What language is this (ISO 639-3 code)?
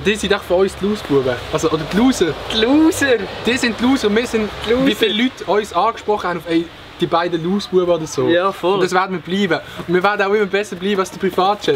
gsw